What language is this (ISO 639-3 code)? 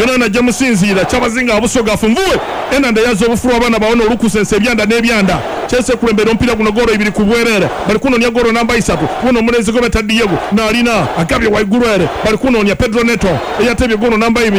lug